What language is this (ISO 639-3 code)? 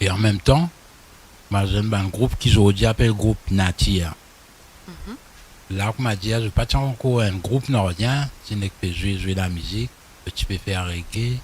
mfe